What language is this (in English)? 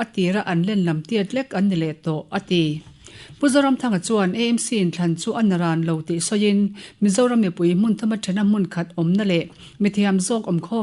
Mizo